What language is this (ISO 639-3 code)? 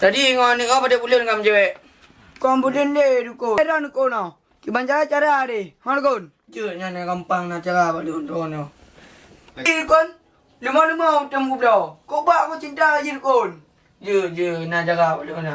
ace